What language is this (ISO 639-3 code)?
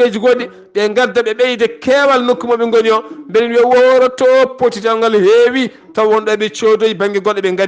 ful